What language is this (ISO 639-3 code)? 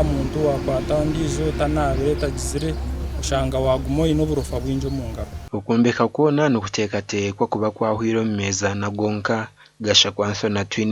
nyn